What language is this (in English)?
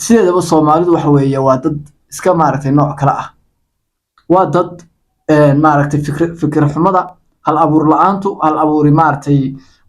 Somali